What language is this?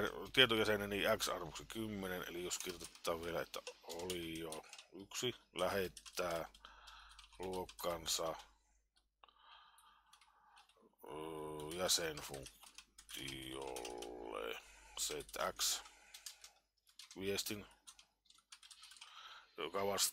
Finnish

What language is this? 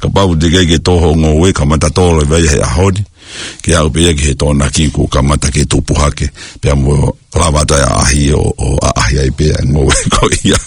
Tongan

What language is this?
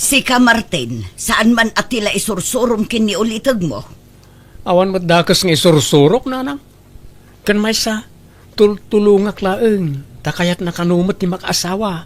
Iloko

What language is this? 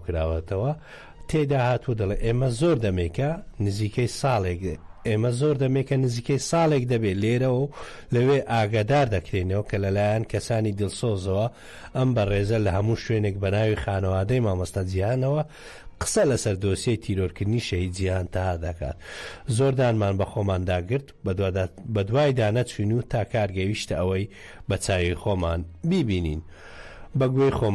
Central Kurdish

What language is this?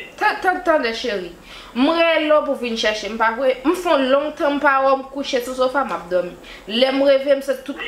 Haitian Creole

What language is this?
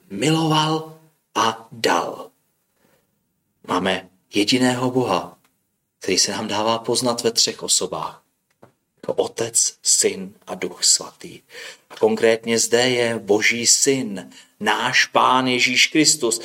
Czech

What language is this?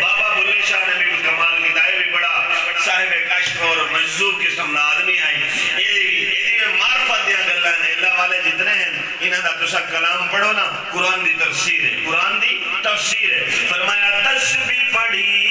Saraiki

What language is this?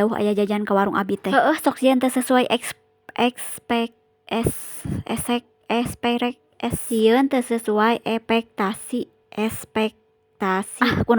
Sundanese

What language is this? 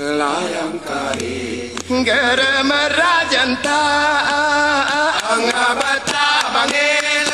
Gayo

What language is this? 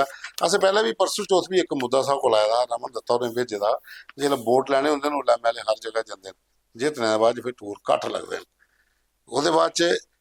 Dogri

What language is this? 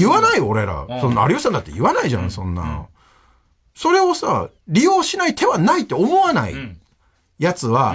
Japanese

